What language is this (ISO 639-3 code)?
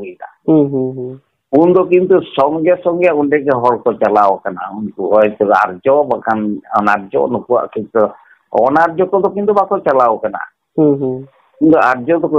sat